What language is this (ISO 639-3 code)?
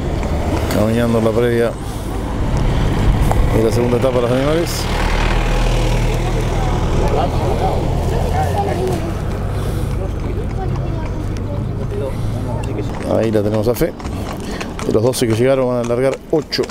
spa